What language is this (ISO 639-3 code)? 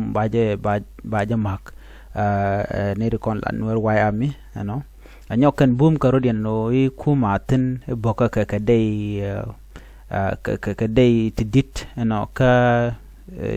nus